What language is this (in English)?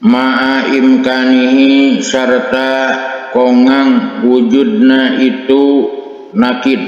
Sundanese